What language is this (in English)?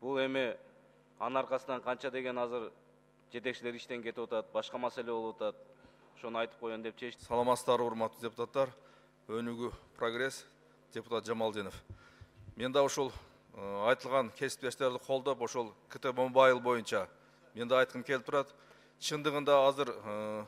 Kyrgyz